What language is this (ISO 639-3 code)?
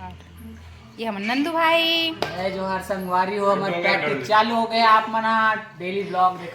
hne